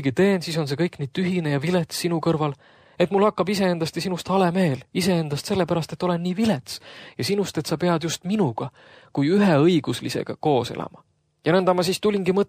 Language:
Estonian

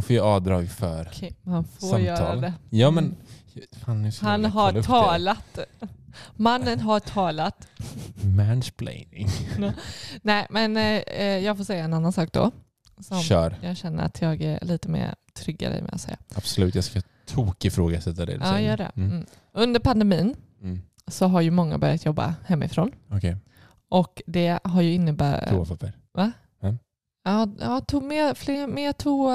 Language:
Swedish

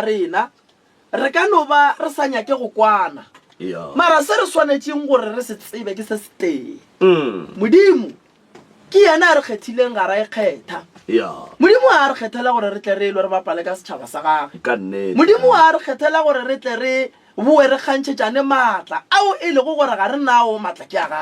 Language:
Northern Sotho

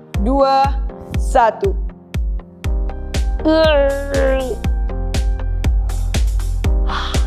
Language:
Malay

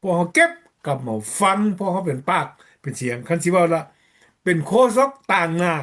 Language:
Lao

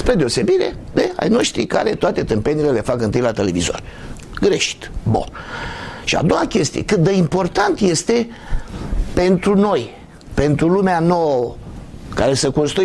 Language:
Romanian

